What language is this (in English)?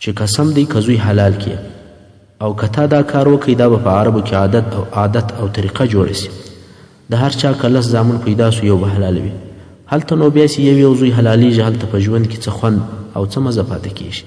Pashto